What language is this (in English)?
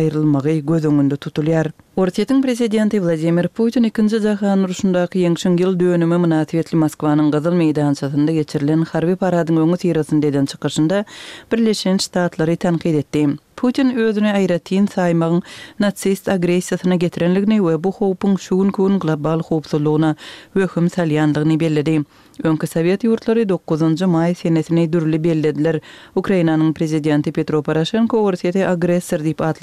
Turkmen